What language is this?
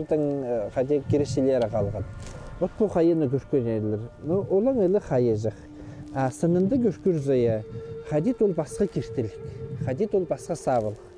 Khakas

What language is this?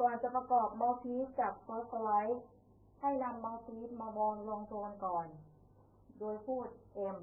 Lao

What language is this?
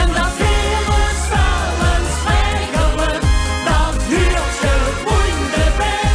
Limburgish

